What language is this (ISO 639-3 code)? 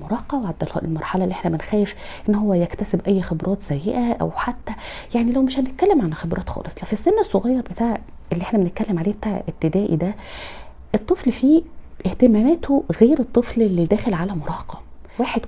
arz